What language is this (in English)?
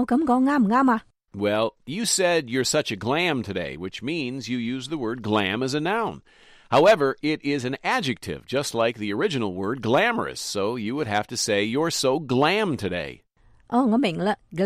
Cantonese